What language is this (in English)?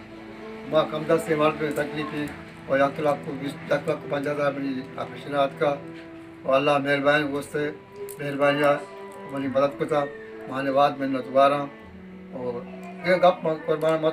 Baluchi